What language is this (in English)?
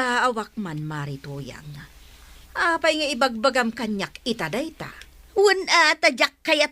Iloko